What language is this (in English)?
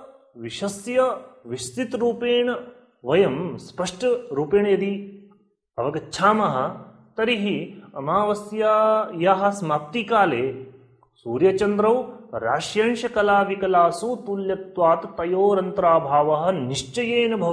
Sanskrit